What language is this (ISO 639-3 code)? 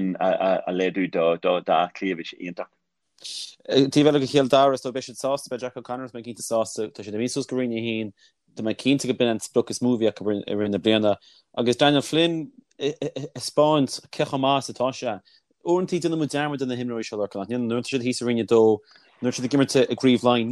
gle